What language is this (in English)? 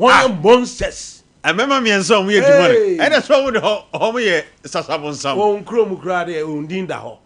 Akan